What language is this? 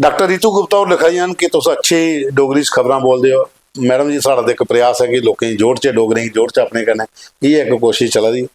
Dogri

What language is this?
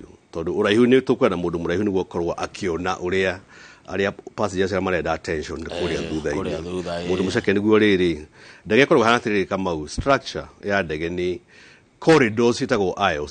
Kikuyu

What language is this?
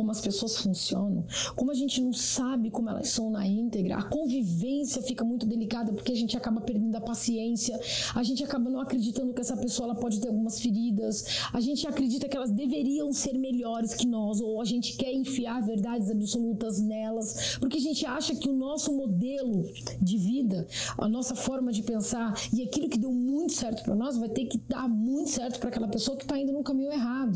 Portuguese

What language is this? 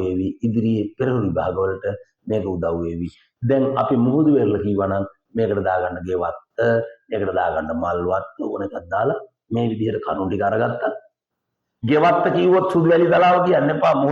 Sinhala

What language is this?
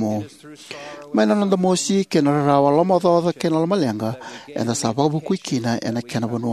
Fijian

